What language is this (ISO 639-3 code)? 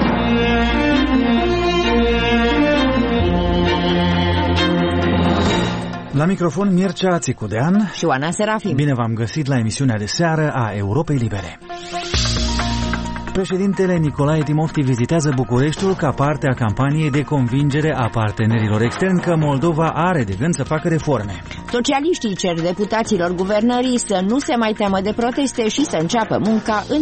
ron